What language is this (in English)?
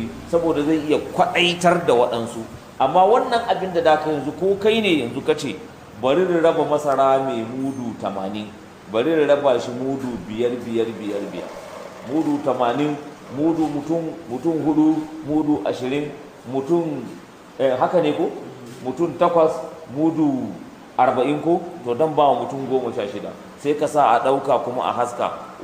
Hausa